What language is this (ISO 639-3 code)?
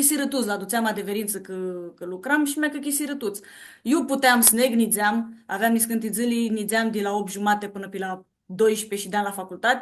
rup